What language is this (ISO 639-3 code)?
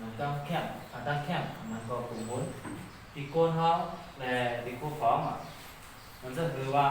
shn